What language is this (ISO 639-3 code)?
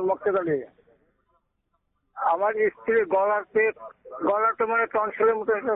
ben